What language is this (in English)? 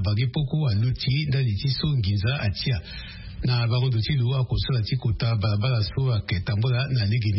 Sango